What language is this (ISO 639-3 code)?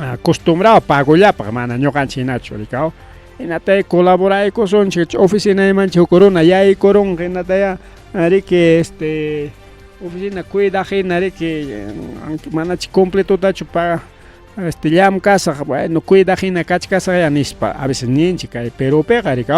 quy